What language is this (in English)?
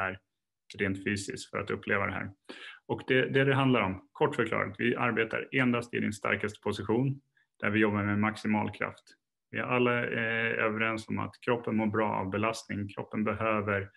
Swedish